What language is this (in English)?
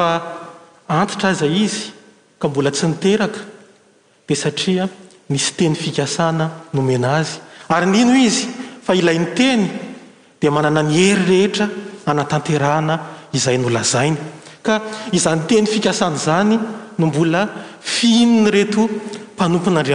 Malagasy